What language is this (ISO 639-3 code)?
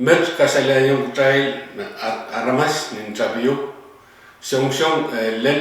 pon